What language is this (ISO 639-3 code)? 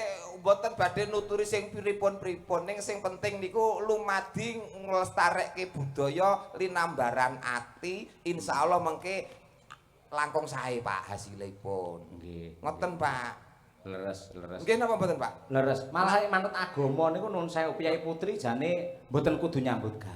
jav